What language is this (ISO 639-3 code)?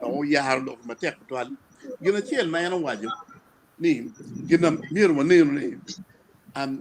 ach